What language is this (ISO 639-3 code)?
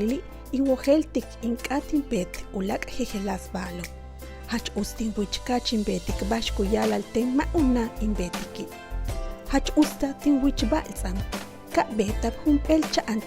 yua